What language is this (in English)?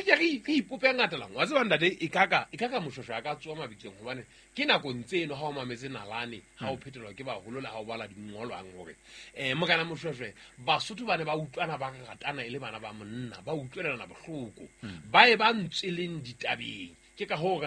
Southern Sotho